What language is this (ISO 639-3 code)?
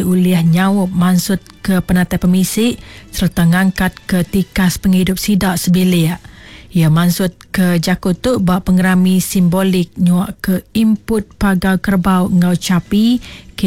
iba